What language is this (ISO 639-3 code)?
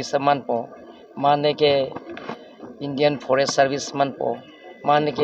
mjw